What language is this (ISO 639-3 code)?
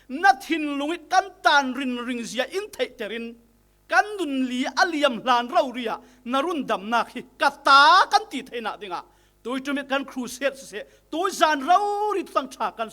cfm